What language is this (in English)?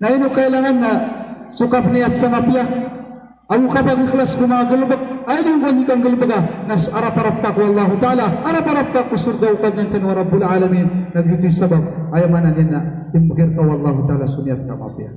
Maranao